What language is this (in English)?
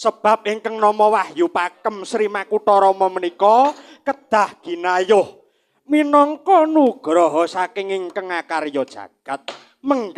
Javanese